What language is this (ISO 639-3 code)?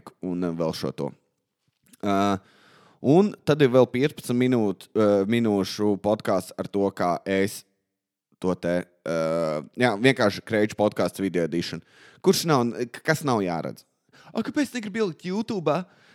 lav